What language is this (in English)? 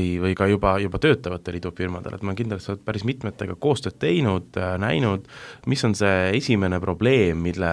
Estonian